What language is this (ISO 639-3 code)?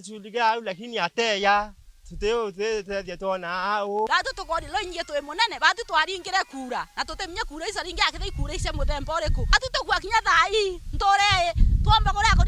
mer